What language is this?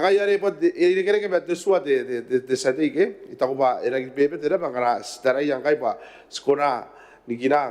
Gilbertese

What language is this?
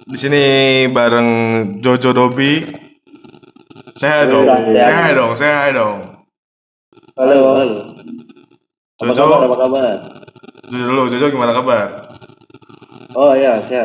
Indonesian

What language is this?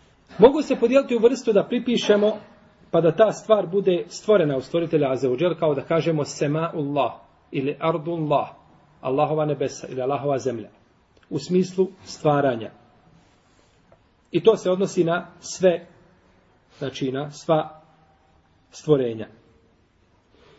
Bosnian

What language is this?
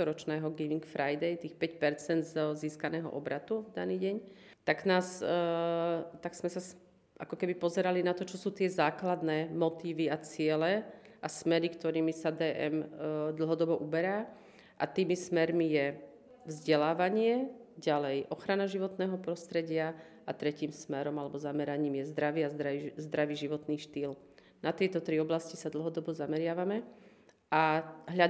Slovak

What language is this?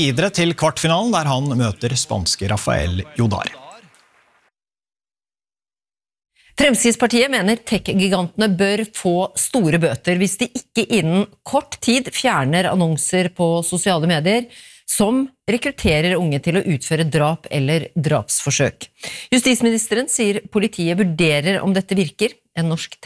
Norwegian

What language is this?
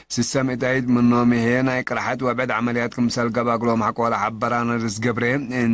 Tigre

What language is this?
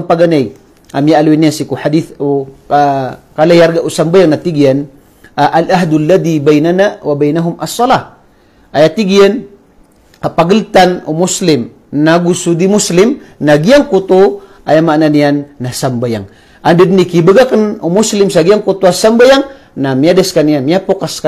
Maranao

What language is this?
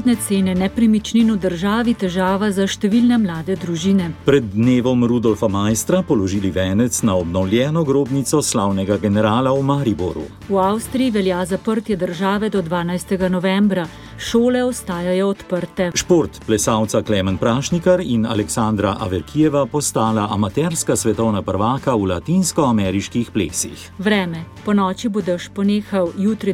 Slovenian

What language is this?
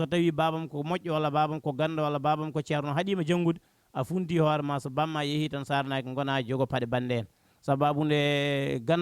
Fula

